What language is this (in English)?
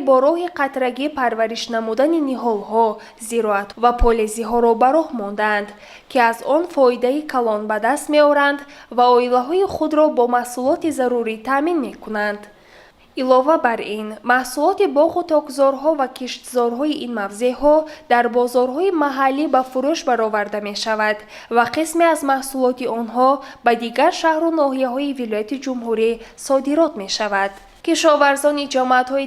Tajik